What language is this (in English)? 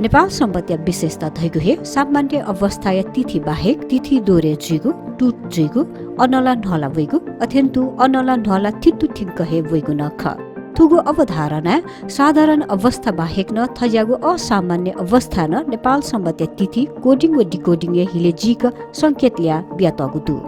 Newari